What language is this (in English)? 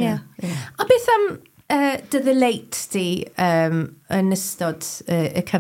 Welsh